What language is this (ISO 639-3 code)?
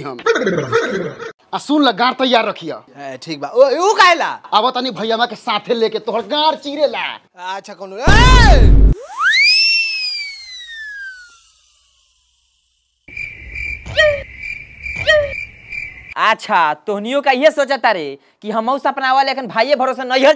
bho